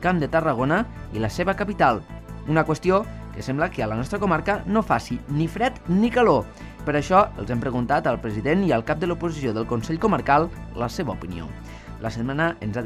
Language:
Catalan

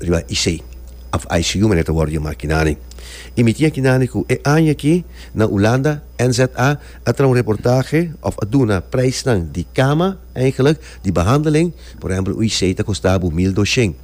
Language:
Papiamento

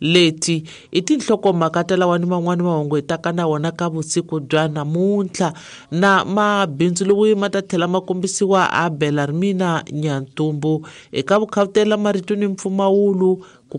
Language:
Tsonga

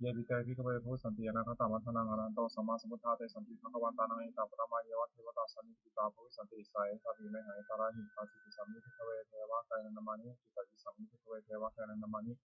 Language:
Pali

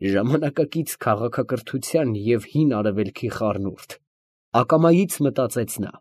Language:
Armenian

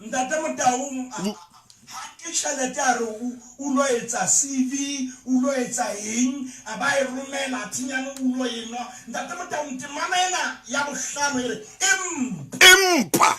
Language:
Southern Sotho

